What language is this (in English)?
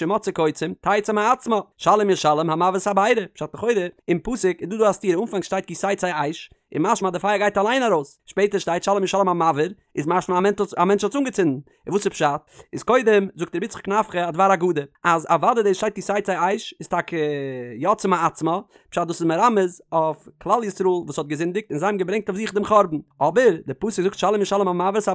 Yiddish